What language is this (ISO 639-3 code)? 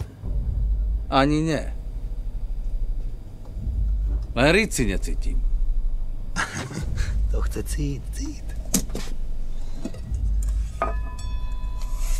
slk